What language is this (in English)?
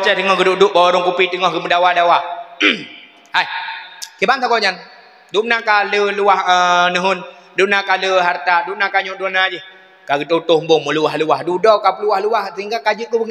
Achinese